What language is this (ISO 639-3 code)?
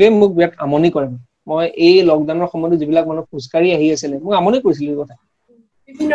asm